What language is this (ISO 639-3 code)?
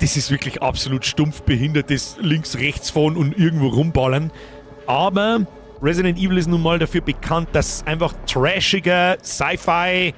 bar